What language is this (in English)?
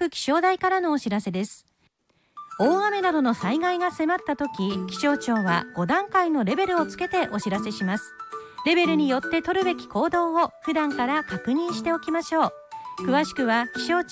Japanese